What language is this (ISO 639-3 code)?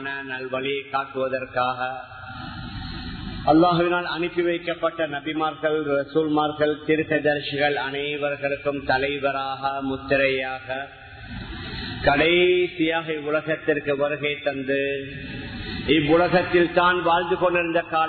tam